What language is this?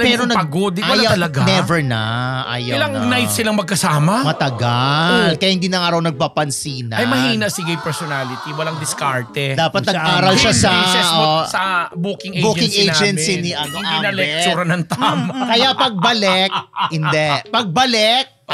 Filipino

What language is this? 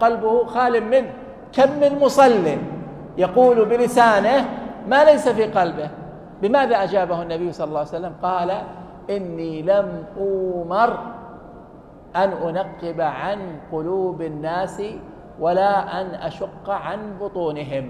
Arabic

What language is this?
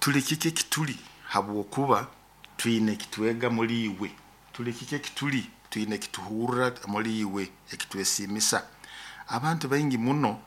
Nyoro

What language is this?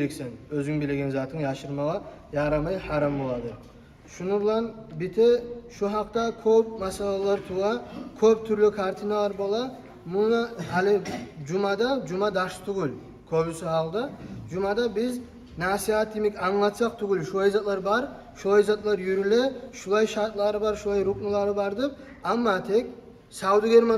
Kumyk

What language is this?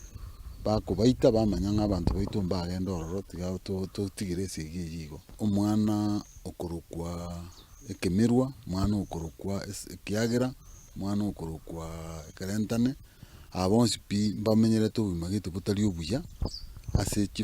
Gusii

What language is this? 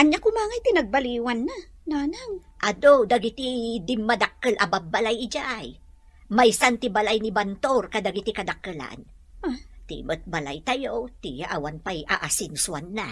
Iloko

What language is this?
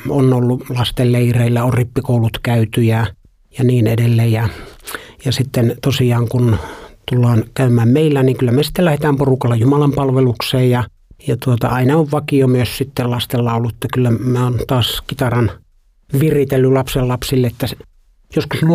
Finnish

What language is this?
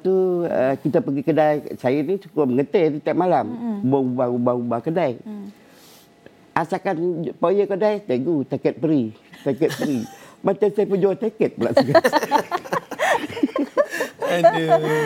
Malay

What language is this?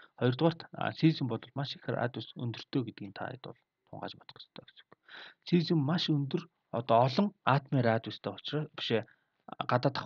Mongolian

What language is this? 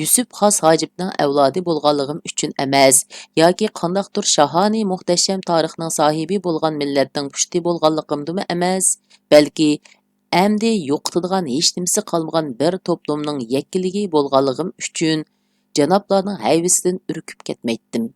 Uyghur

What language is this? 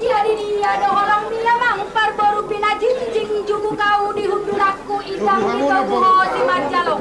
Batak Toba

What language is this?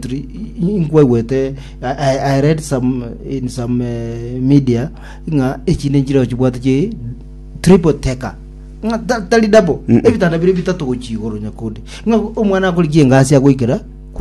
Gusii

